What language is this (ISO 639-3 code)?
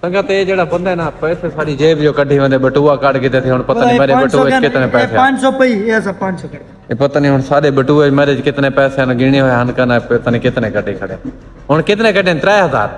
skr